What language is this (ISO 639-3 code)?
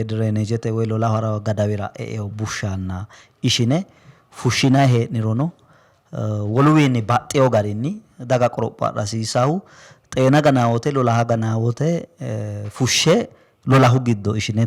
sid